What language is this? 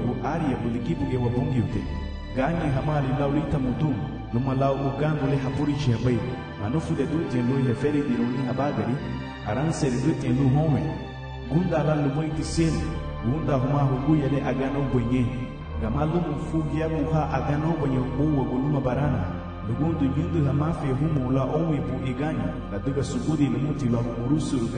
Garifuna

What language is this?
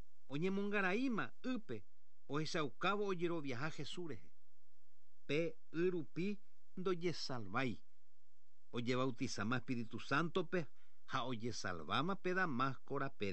Guarani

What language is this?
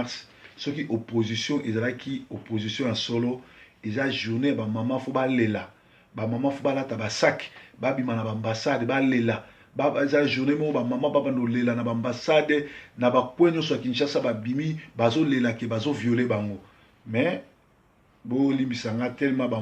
Lingala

